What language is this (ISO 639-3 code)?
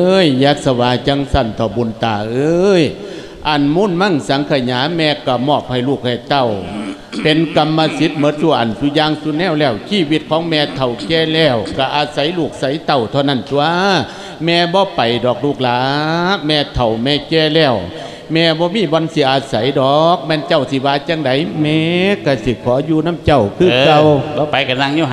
lao